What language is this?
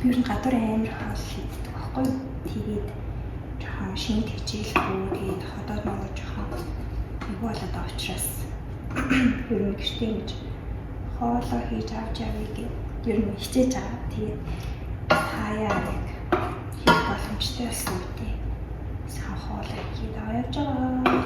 Mongolian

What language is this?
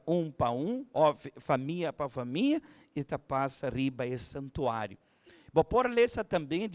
Papiamento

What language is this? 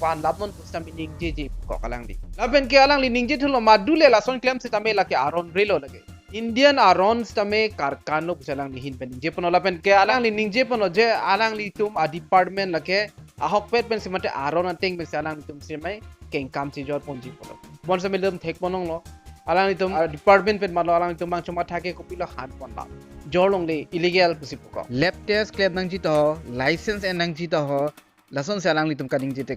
Karbi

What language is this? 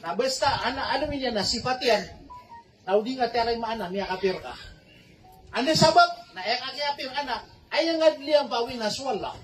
Maranao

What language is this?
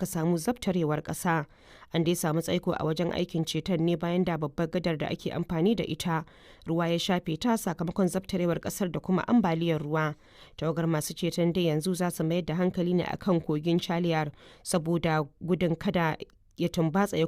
Hausa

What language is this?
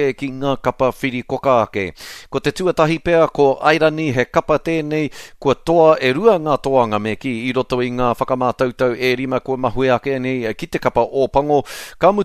Māori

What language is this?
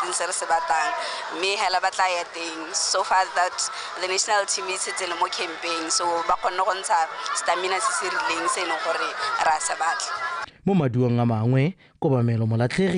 Tswana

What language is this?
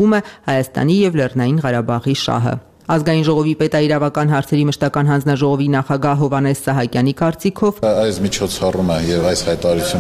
Armenian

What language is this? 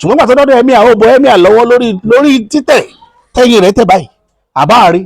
Yoruba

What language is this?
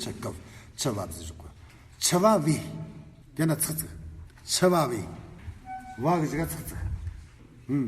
Amdo Tibetan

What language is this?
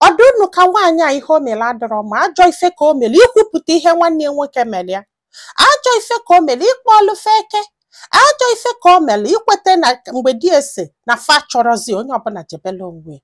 Igbo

